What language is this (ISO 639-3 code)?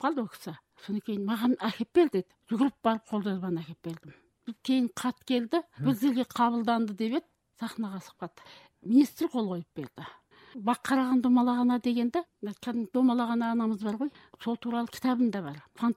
kaz